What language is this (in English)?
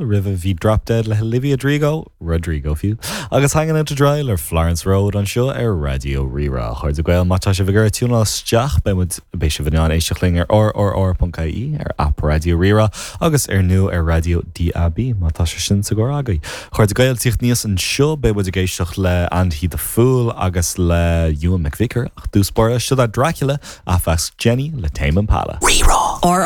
Irish